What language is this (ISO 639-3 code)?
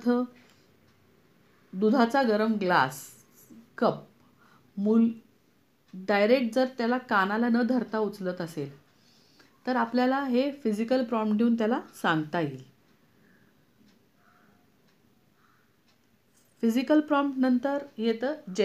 mar